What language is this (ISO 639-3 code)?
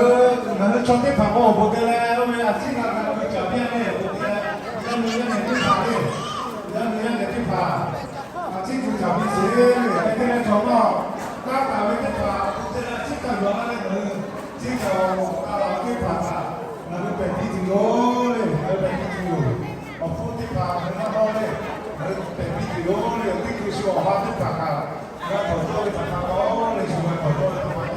lhu